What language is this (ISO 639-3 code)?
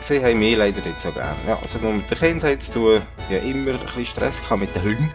gsw